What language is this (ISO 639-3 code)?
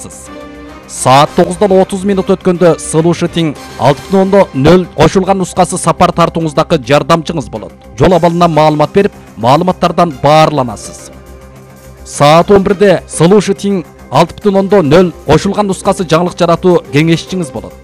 kir